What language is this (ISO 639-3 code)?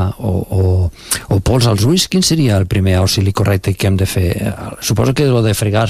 cat